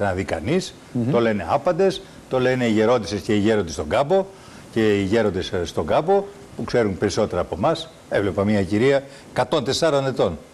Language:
Greek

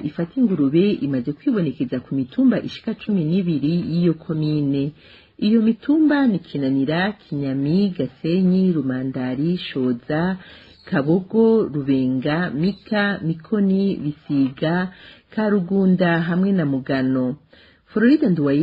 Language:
Rundi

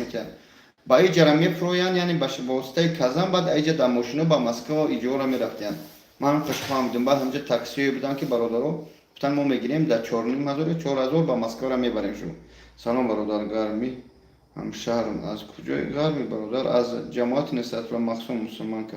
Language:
Tajik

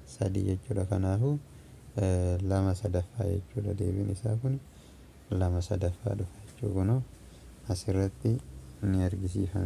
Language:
Oromo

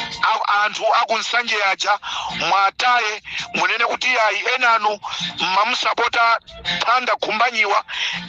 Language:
Nyanja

